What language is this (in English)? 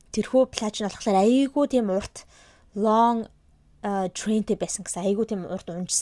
Mongolian